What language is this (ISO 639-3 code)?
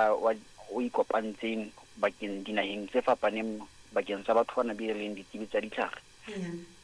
sot